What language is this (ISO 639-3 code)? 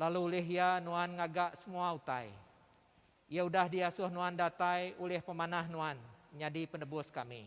iba